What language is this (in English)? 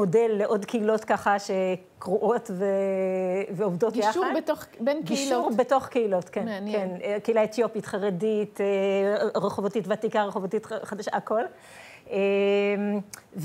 Hebrew